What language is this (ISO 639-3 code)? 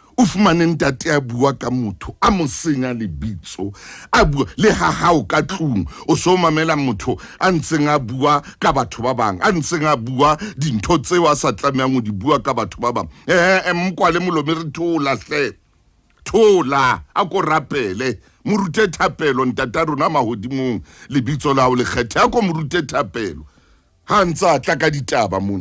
sot